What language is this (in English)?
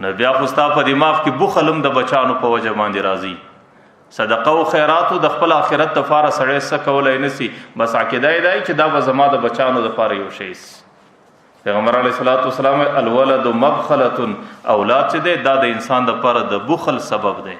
Pashto